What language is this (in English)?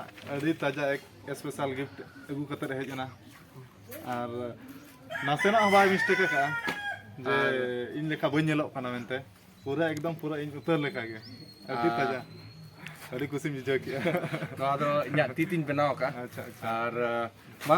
Santali